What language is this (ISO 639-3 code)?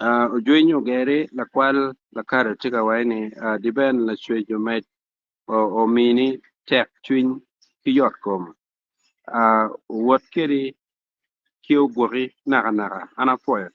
ach